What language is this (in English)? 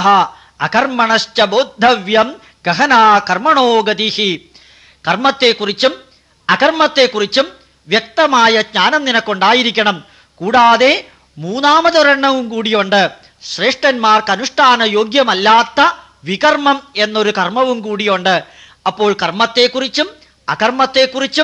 Malayalam